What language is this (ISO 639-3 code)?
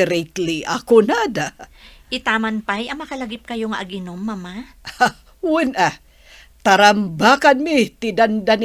ilo